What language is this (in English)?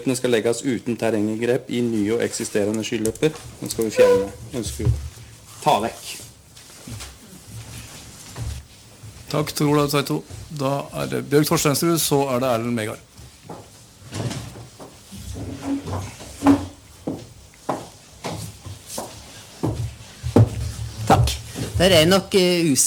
Norwegian